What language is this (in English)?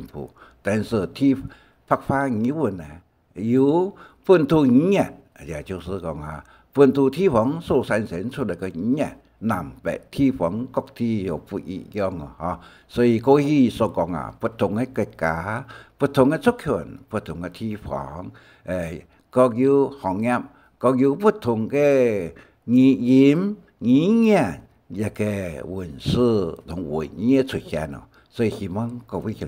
Hakka Chinese